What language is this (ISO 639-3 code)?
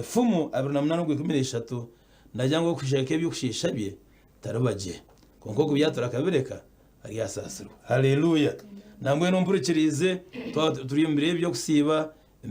nyn